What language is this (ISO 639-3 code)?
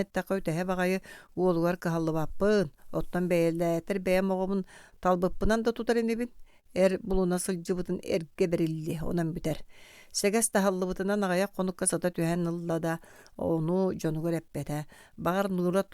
sah